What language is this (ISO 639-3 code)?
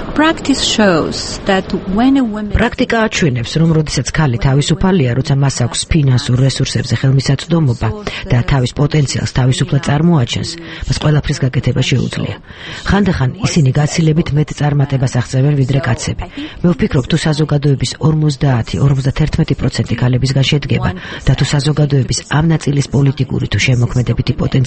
kat